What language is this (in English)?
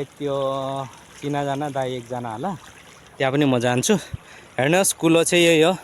Nepali